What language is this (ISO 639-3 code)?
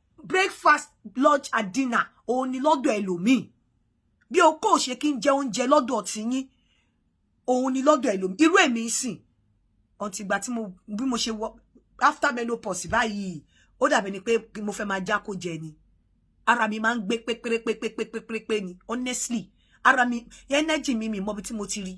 yor